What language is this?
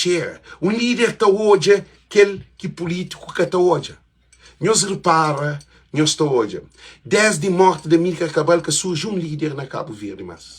Kabuverdianu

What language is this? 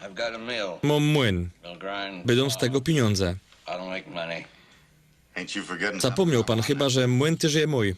Silesian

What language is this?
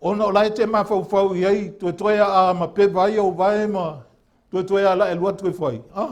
Samoan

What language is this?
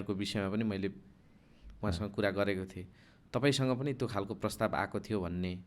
Nepali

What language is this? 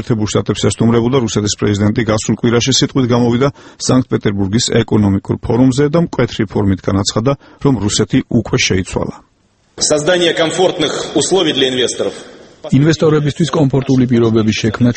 Georgian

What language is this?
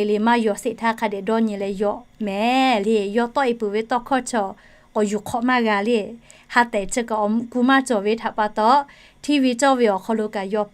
Lahu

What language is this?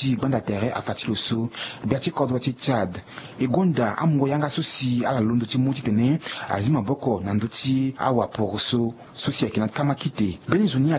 Sango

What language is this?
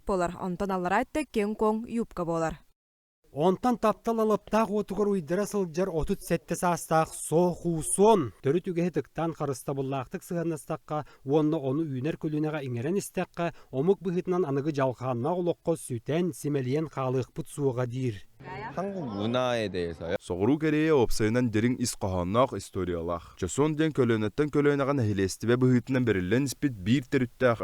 Yakut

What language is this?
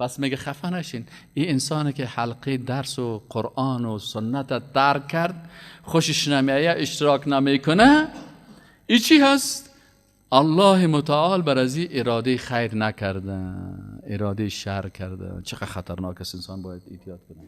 Persian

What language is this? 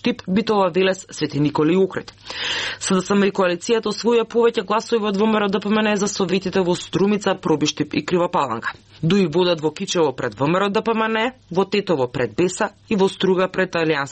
Macedonian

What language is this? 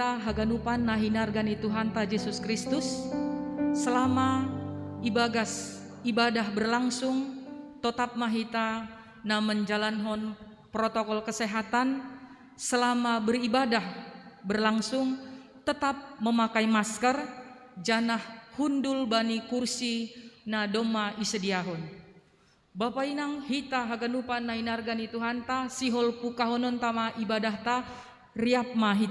Batak Simalungun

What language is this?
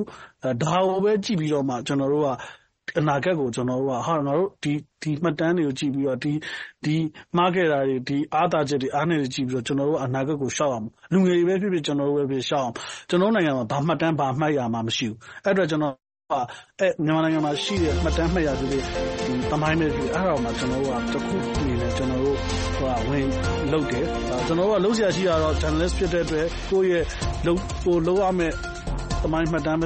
Burmese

